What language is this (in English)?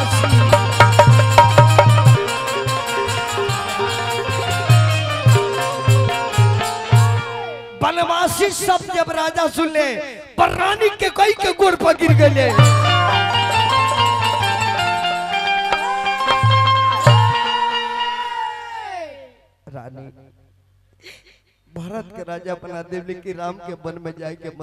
Bhojpuri